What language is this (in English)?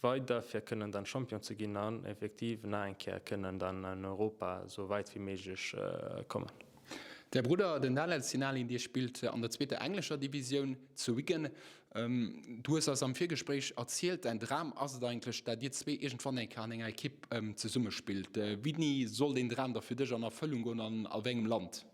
Luxembourgish